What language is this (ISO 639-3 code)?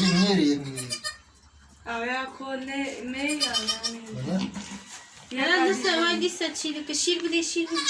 kur